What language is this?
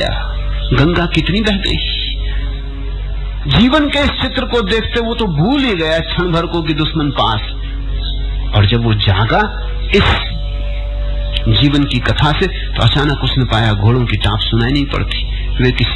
Hindi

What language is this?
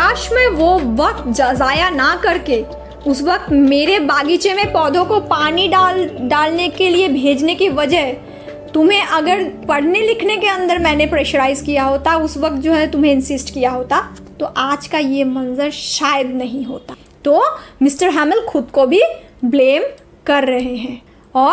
Hindi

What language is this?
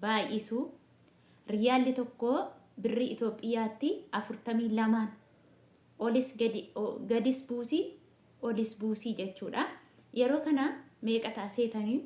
Oromo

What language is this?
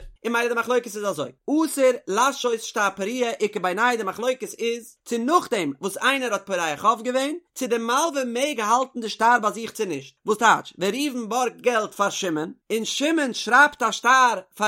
Yiddish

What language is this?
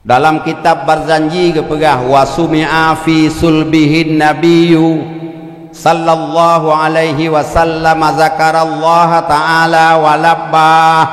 Achinese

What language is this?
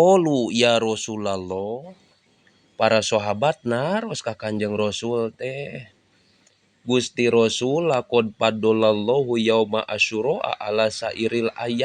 Sundanese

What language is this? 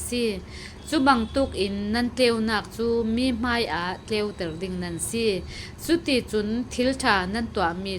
Falam Chin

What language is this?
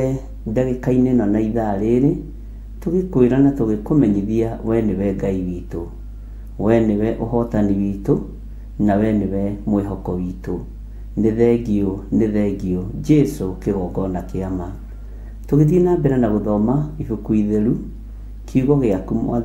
Kikuyu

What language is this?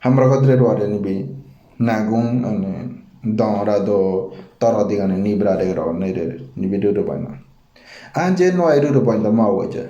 Ngäbere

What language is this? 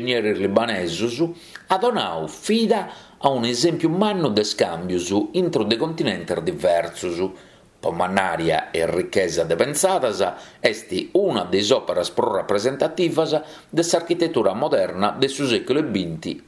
Sardinian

